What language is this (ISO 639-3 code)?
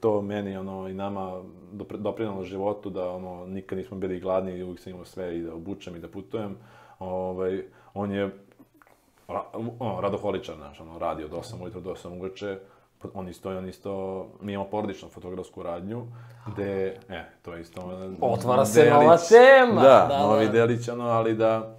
srp